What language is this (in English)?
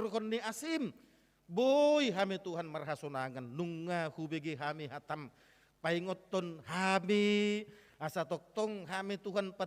Batak Toba